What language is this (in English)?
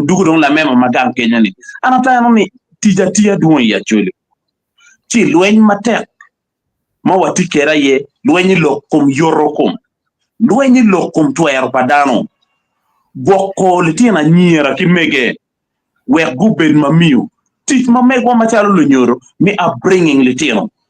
Acoli